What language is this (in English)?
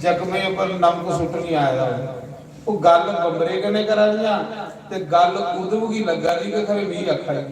Dogri